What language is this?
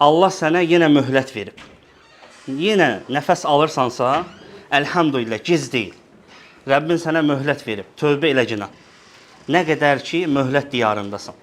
Azerbaijani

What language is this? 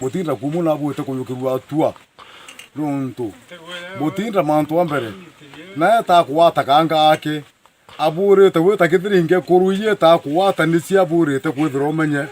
Meru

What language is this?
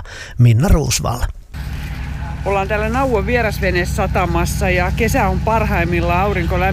Finnish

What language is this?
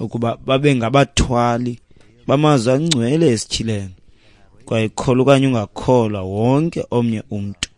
Xhosa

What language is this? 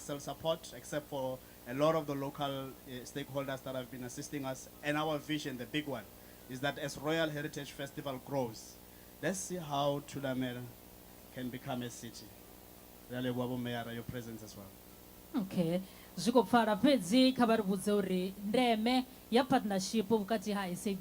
Venda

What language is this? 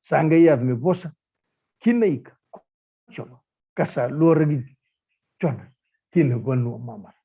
Fijian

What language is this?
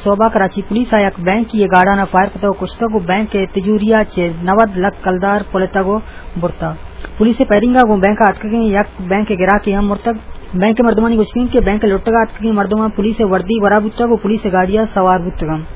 Eastern Balochi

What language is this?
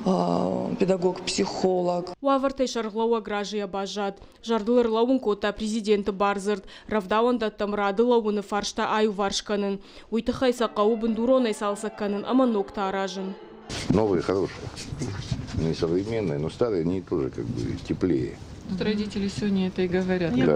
Ossetic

